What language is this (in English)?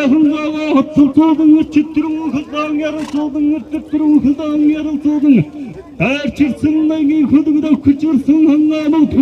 Mongolian